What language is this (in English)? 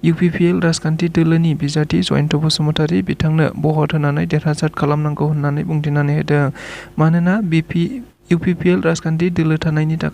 Bodo